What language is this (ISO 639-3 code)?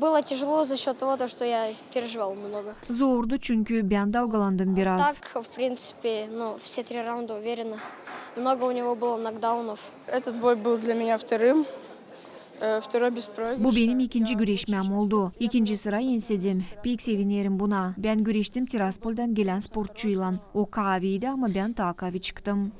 gag